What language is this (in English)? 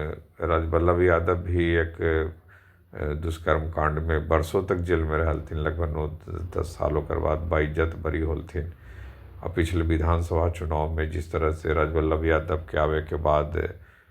Magahi